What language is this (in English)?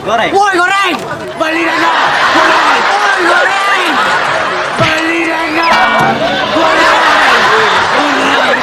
Minangkabau